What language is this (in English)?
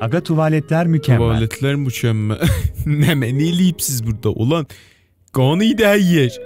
South Azerbaijani